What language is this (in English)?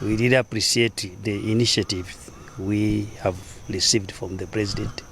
English